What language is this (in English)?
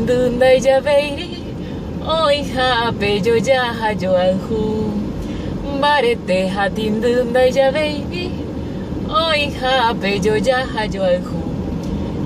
Guarani